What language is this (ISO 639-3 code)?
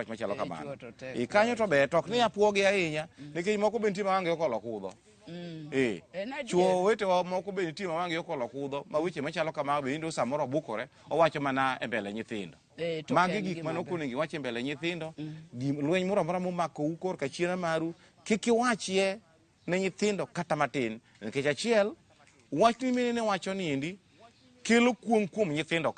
luo